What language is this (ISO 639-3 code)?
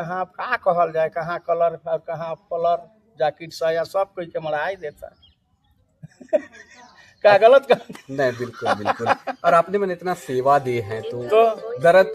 sck